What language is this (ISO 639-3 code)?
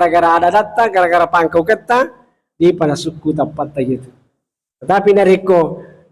bug